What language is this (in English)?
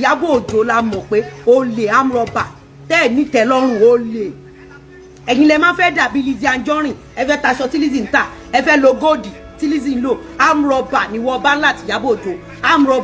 Yoruba